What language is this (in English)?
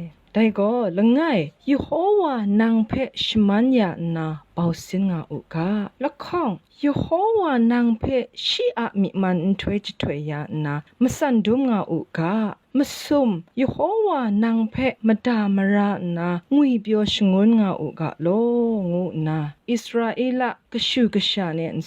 Kachin